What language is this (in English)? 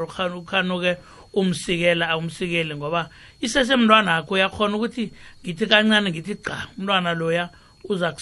South Ndebele